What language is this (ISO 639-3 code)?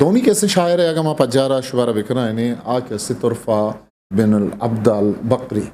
bgp